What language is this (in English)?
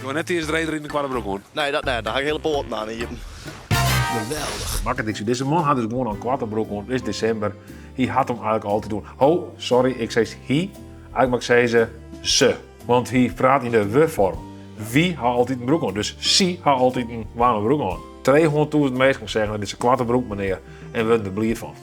Western Frisian